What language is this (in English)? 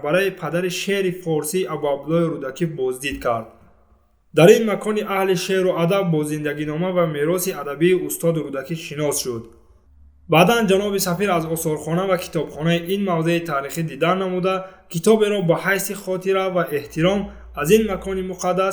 Tajik